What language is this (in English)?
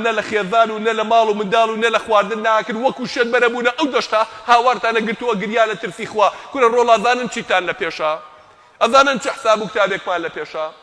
Central Kurdish